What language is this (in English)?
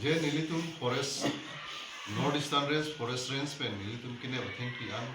Karbi